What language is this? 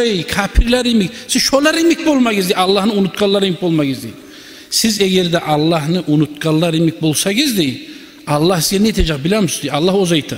Kumyk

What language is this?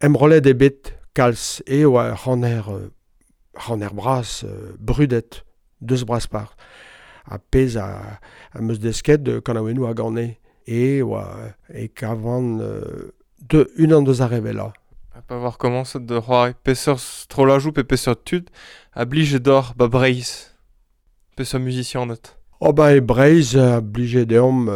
Breton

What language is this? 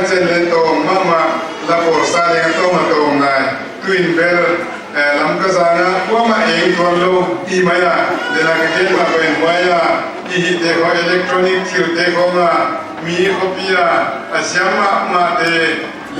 Paite Chin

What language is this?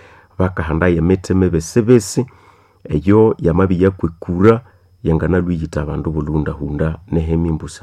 Nande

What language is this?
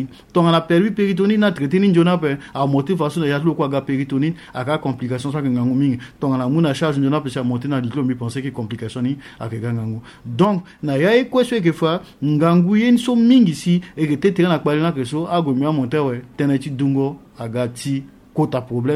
Sango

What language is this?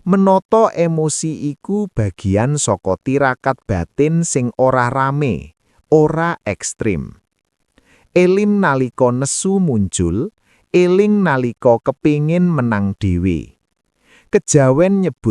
Javanese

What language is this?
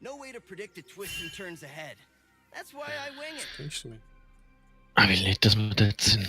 Swiss German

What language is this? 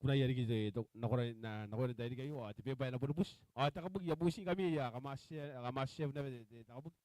Gilbertese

